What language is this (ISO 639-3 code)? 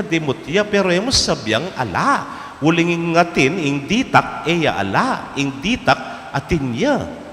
pam